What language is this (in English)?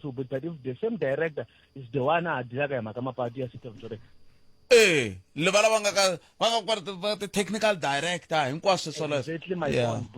Tsonga